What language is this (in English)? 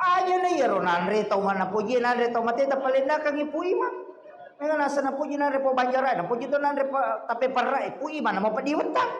Buginese